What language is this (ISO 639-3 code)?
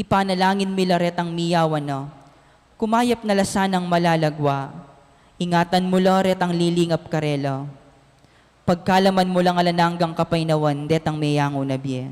pam